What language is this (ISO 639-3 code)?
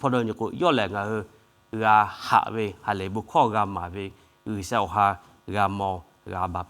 lhu